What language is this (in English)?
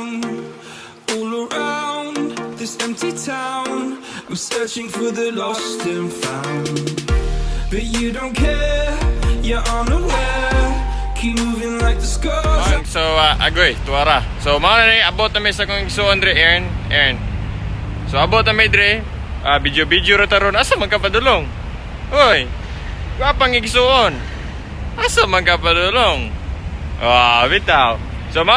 Cebuano